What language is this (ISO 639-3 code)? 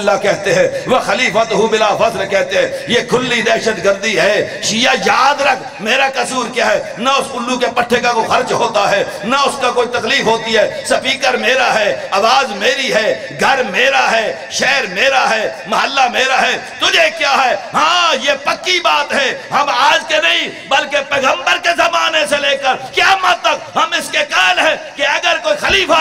urd